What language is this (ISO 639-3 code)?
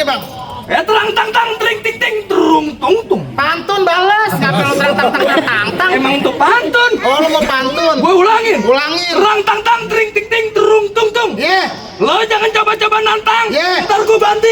bew